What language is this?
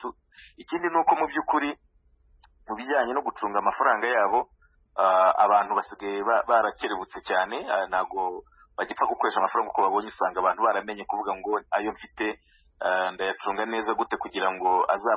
Kinyarwanda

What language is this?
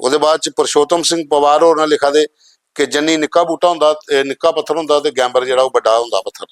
Dogri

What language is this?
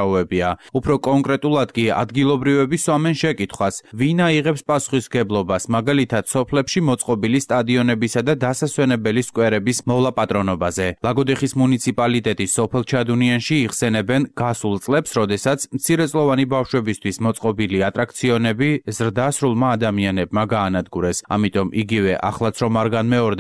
Georgian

